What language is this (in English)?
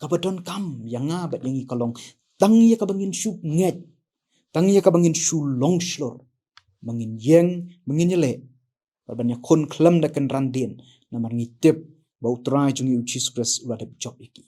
Khasi